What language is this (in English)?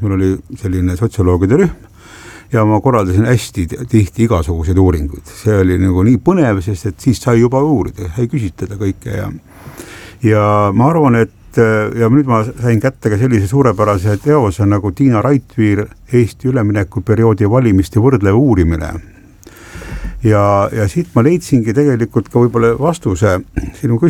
Estonian